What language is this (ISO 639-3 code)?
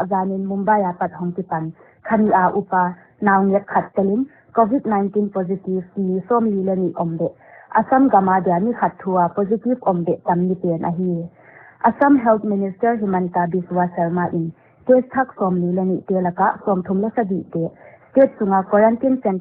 pck